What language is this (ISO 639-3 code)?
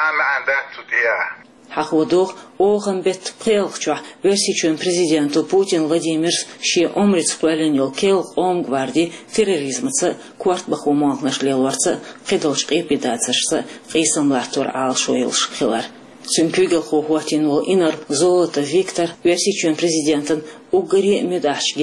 che